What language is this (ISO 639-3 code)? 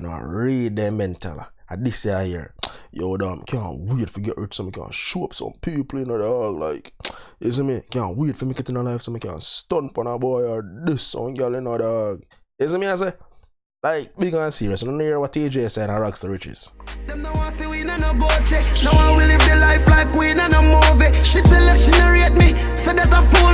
jam